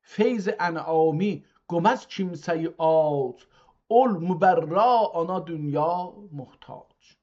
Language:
South Azerbaijani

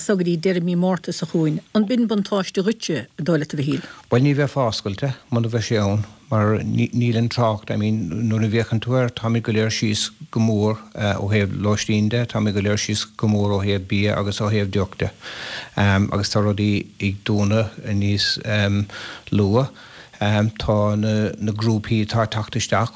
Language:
Irish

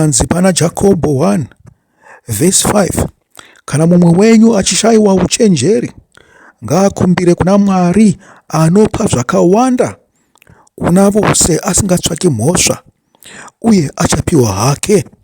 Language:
Shona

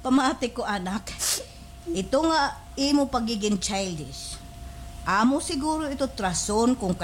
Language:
Waray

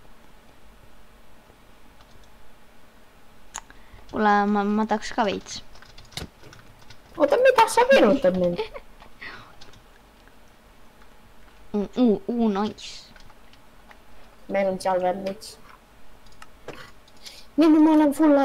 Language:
Estonian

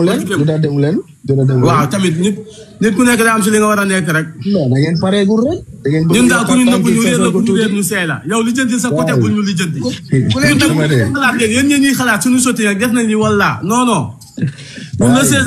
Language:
Wolof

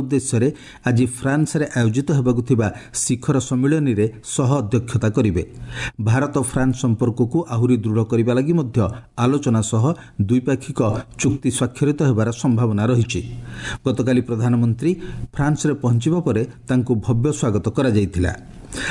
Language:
Odia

